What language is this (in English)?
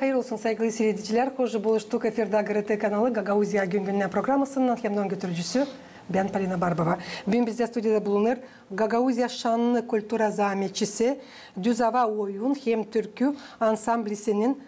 Gagauz